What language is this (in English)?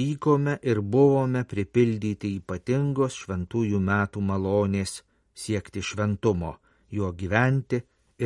Lithuanian